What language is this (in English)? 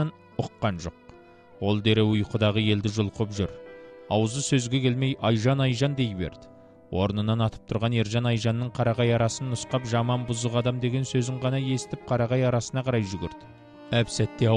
Kazakh